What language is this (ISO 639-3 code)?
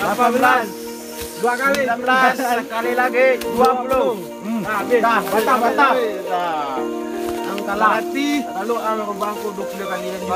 min